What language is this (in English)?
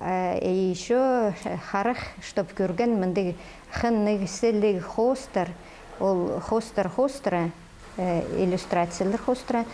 Khakas